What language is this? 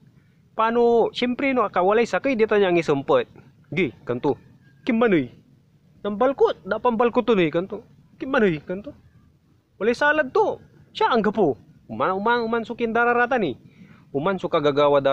Pangasinan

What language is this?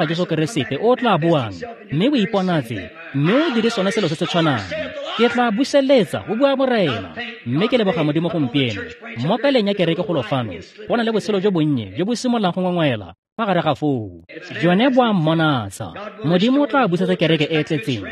Tswana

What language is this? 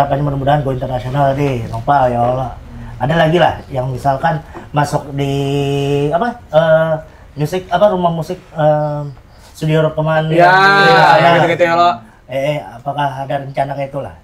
Banjar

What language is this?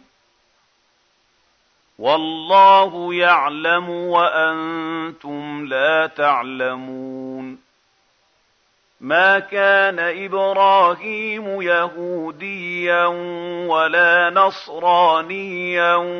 Arabic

